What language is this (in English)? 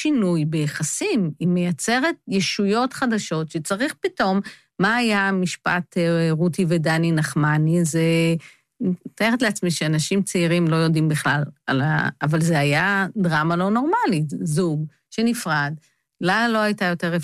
Hebrew